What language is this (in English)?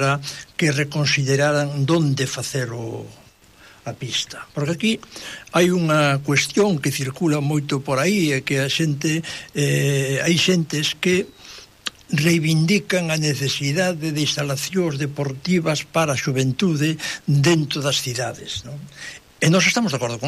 Galician